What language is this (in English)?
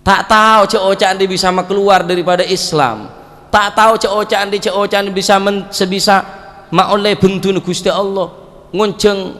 Madurese